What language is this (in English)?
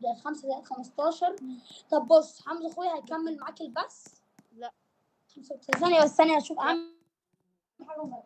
Egyptian Arabic